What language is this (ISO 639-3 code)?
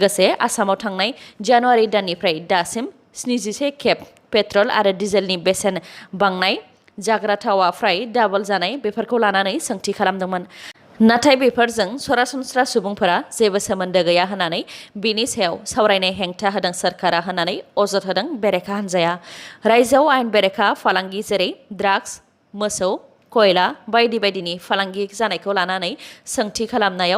brx